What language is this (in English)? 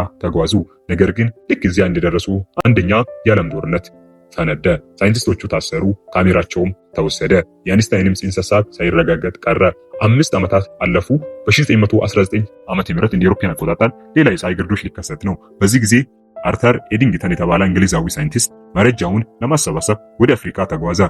Amharic